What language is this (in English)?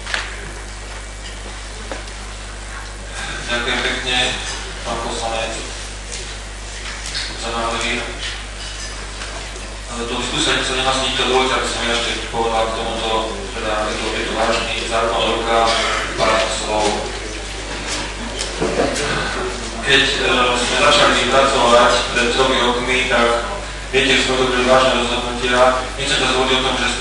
Slovak